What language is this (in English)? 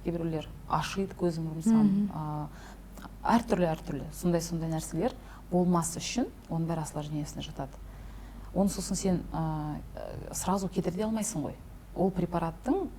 Kazakh